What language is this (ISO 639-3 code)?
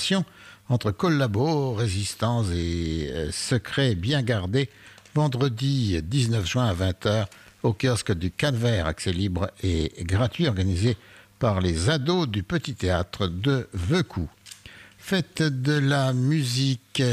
fra